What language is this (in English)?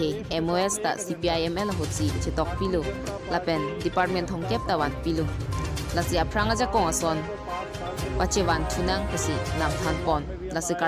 Karbi